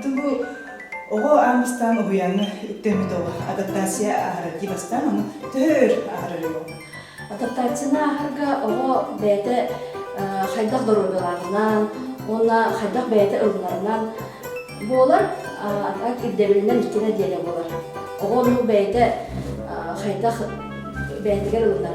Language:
Yakut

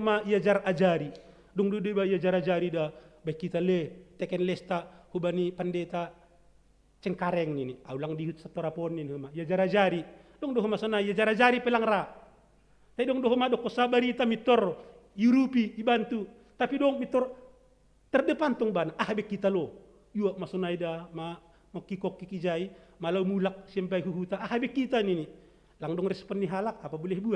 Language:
Batak Simalungun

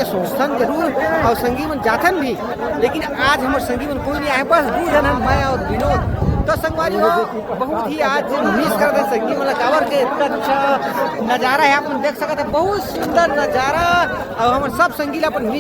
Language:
Chhattisgarhi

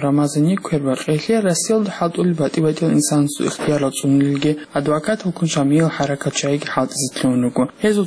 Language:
Avaric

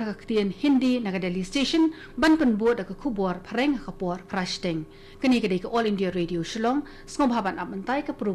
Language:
Khasi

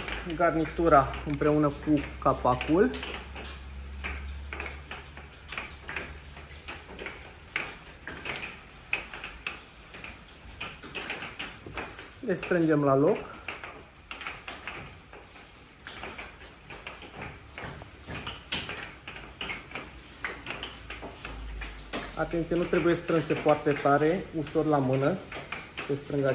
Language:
Romanian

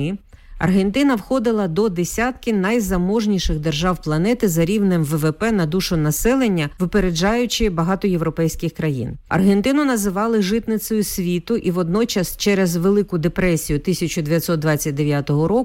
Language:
Ukrainian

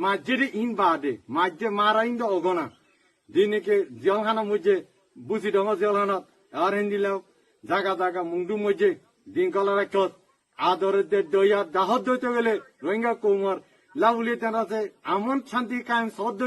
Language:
Rohingya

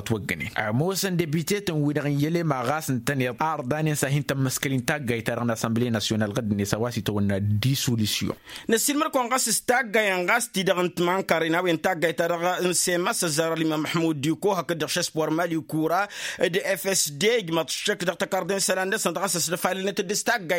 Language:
Tamasheq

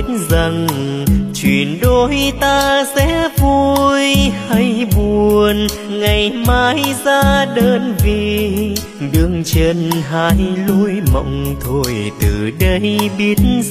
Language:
Vietnamese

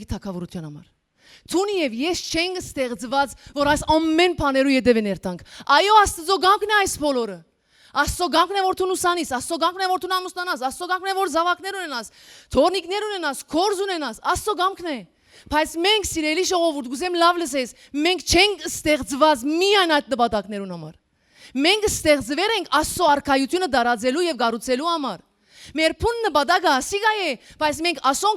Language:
Western Armenian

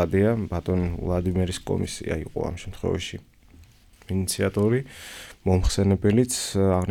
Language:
Georgian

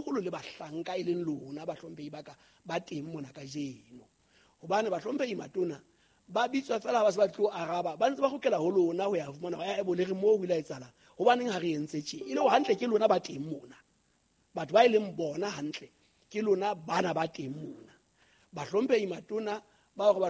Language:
Southern Sotho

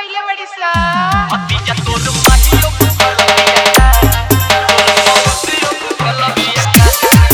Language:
Bhojpuri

